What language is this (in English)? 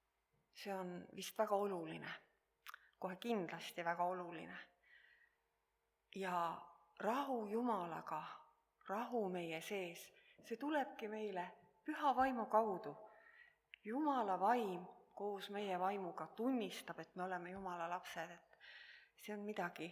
Estonian